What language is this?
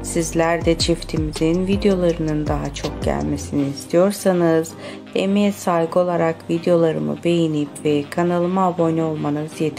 Turkish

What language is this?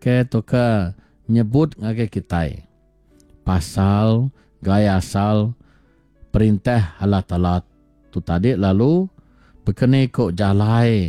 Iban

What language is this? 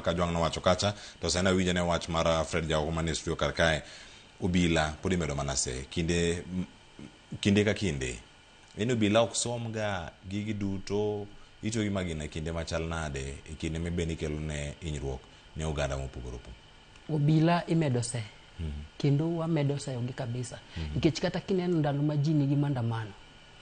Luo (Kenya and Tanzania)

